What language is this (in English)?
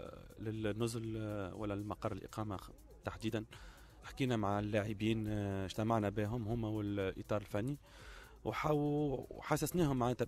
Tunisian Arabic